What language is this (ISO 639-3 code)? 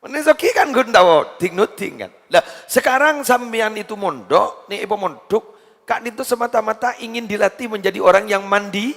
mad